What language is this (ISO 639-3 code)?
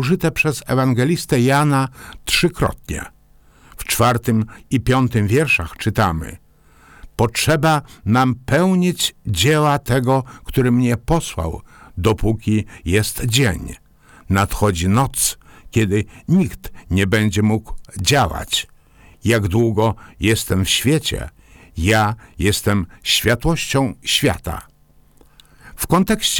pol